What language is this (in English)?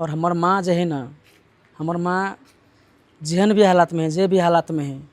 Maithili